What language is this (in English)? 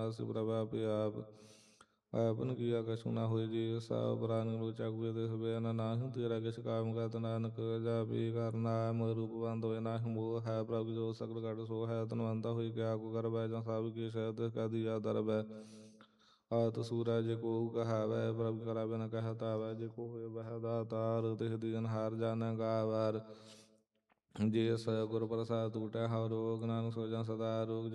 Punjabi